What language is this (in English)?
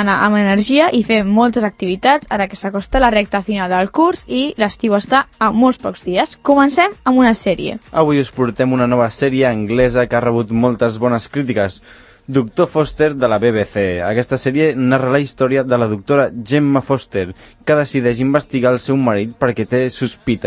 Catalan